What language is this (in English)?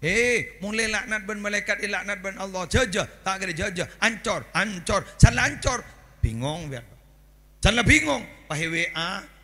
Madurese